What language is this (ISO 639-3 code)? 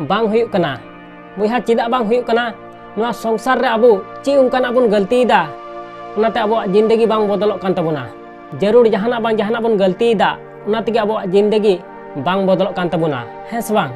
sat